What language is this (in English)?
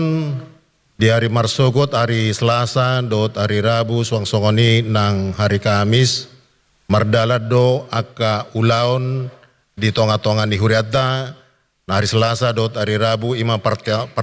Batak Toba